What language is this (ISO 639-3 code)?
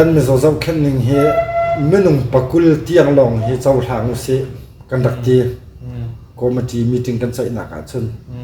cnh